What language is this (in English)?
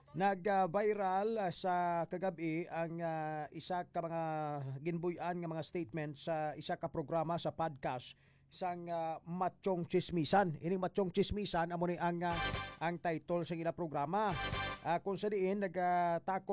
Hiligaynon